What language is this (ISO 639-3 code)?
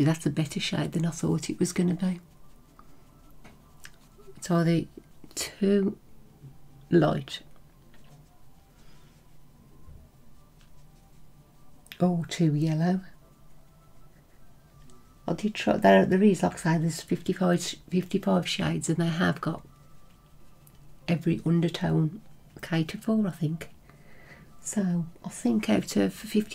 eng